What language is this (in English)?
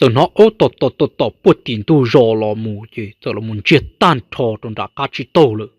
Hmong